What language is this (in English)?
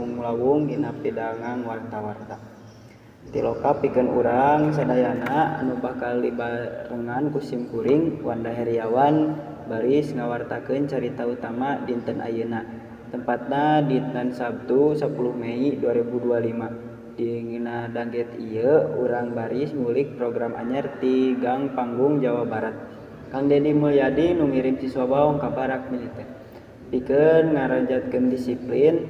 Sundanese